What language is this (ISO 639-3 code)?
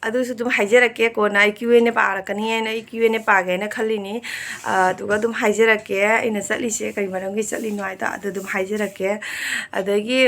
mni